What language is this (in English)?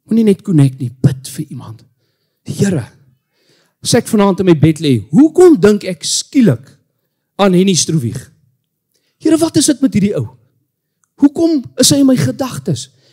Afrikaans